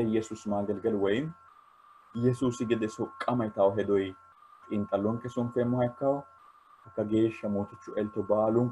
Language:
Sidamo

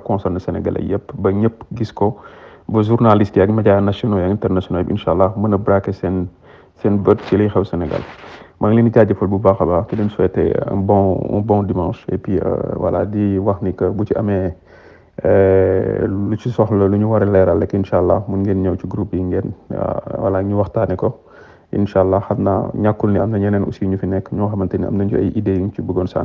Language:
Wolof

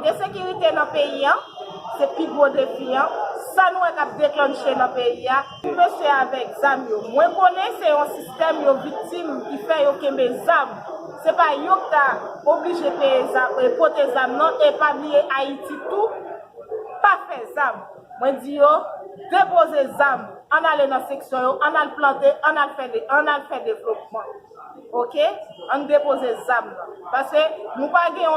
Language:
Haitian Creole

